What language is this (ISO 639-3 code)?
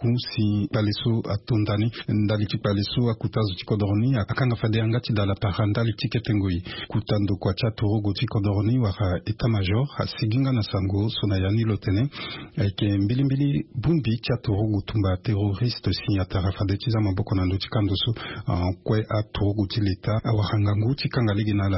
sag